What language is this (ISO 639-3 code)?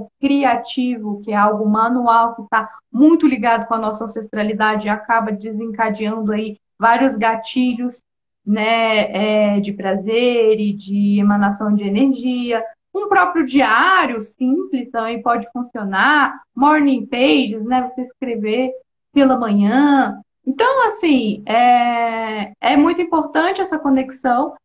por